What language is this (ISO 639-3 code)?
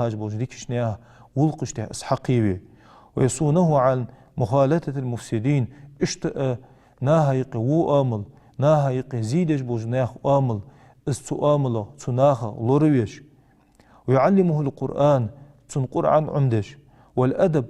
inh